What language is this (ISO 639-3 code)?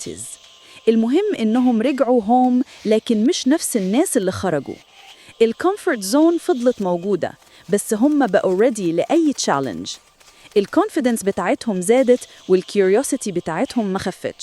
arz